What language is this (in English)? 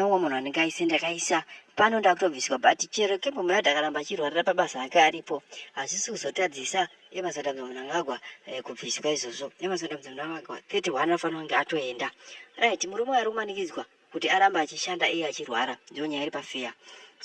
Shona